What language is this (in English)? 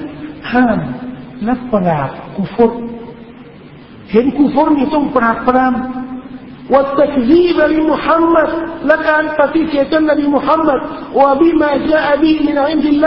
Thai